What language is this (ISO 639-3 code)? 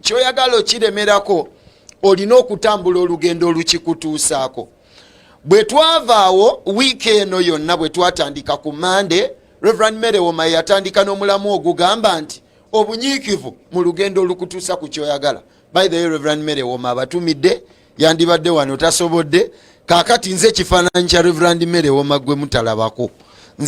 lug